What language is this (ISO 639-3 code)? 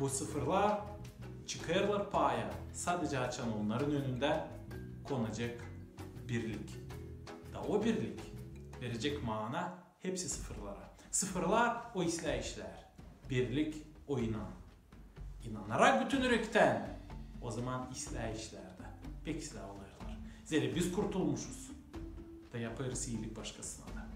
gag